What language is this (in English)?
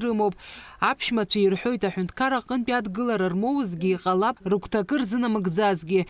Abkhazian